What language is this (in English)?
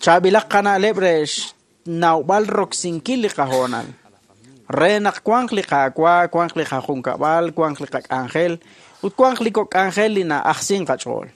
Kekchí